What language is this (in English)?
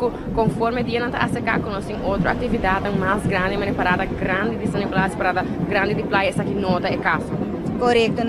Papiamento